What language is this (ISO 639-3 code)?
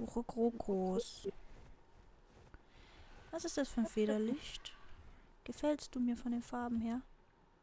deu